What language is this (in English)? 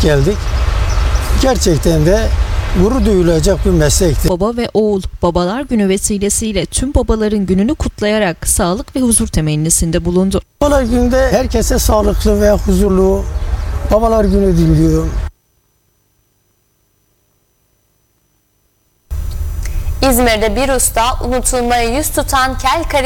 Turkish